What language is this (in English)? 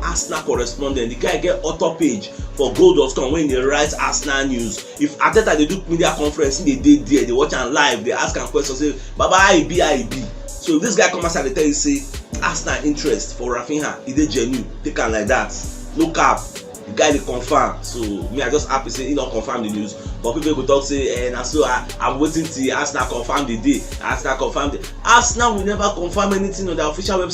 Nigerian Pidgin